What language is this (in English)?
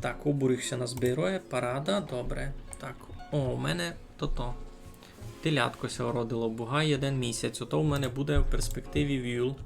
Rusyn